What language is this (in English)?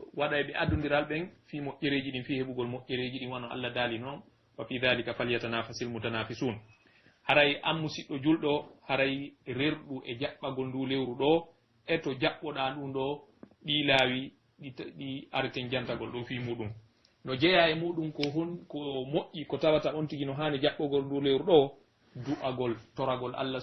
Pular